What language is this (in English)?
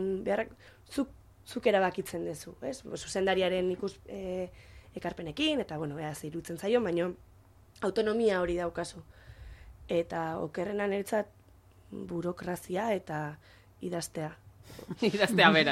Basque